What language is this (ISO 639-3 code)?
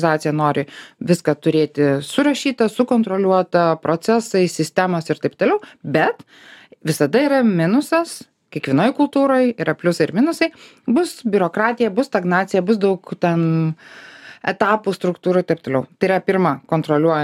lit